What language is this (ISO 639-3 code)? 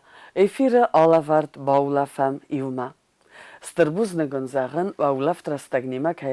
oss